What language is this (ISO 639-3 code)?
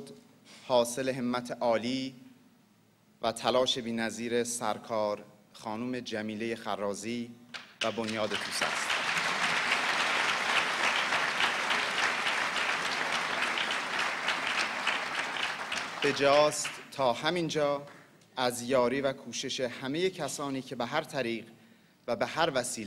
fas